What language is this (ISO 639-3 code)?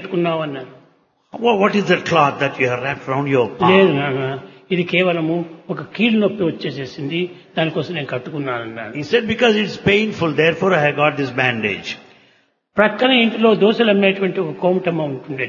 tel